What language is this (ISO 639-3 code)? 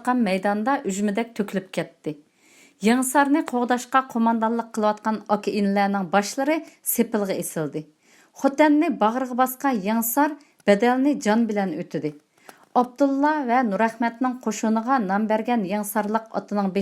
uig